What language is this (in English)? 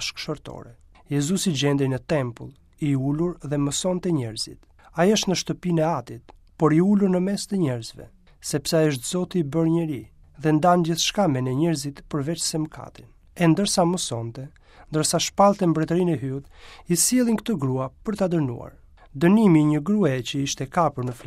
Albanian